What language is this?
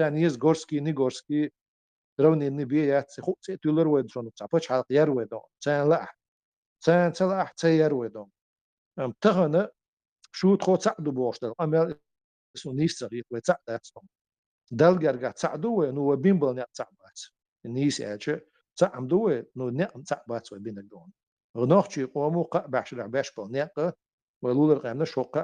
Chechen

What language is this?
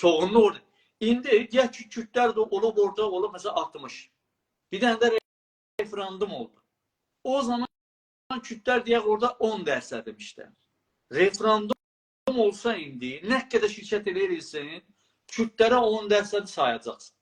South Azerbaijani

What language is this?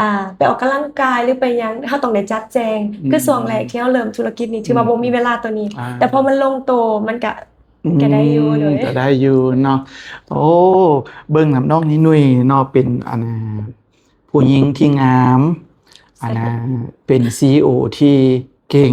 Lao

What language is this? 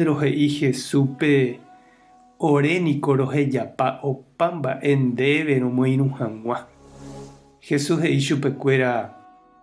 Guarani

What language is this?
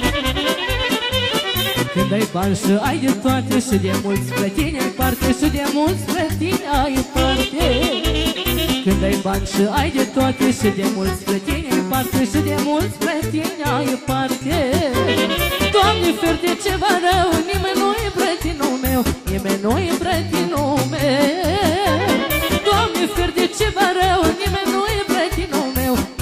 Romanian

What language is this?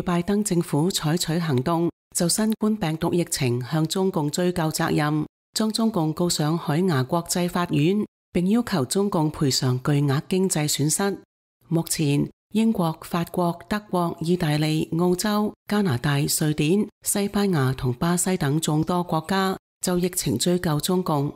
Cantonese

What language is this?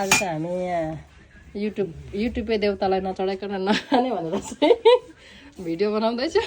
Nepali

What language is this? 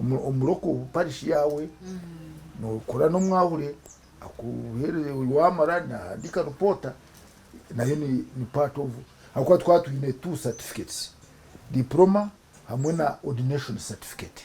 Nyankole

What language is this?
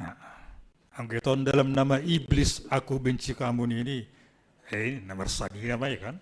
Batak Simalungun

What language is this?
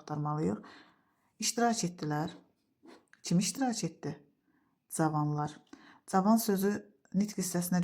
Azerbaijani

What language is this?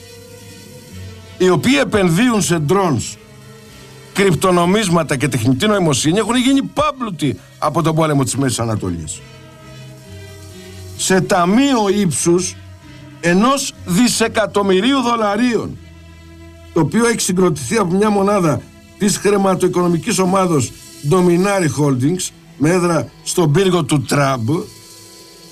Greek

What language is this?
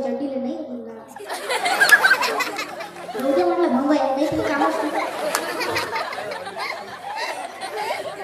Marathi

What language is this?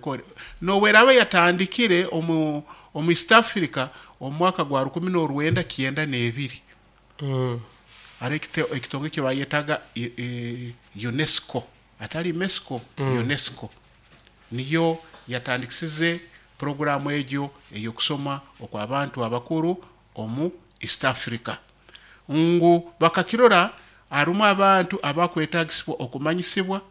Nyoro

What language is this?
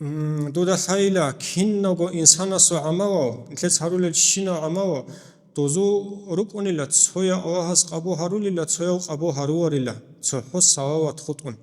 Avaric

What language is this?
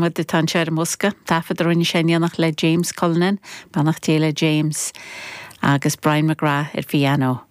Irish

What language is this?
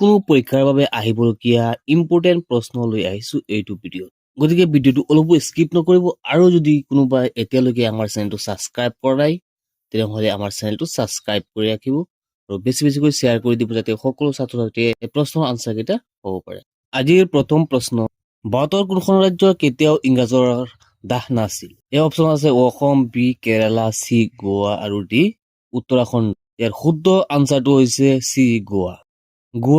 Assamese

